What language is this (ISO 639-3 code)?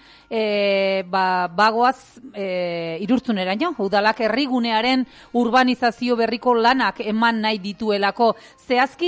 eus